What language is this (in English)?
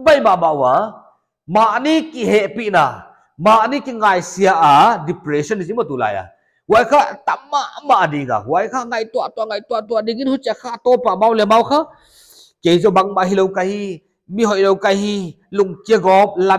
Paite Chin